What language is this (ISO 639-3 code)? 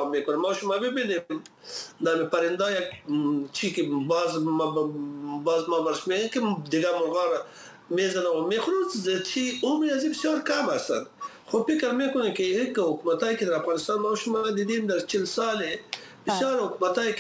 fas